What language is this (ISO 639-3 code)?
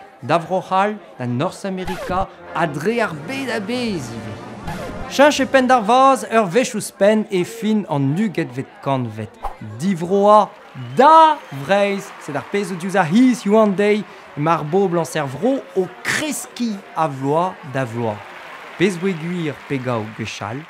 bre